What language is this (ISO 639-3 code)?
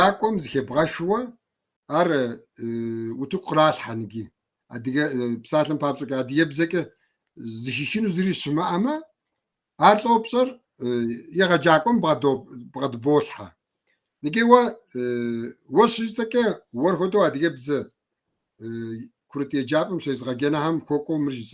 kbd